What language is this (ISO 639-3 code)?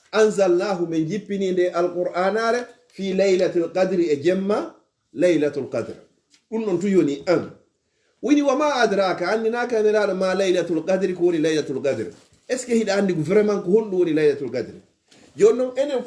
ful